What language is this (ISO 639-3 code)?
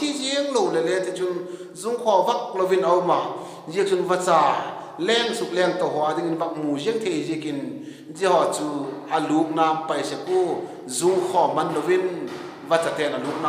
vap